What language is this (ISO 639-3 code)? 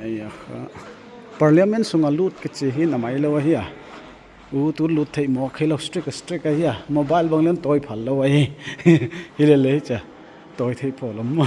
pck